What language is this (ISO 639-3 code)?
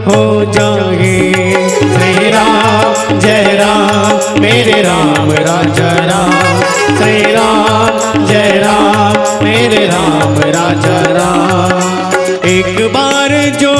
hne